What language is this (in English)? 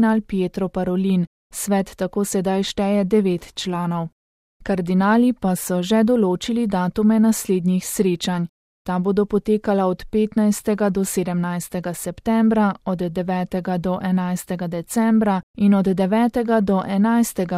Slovenian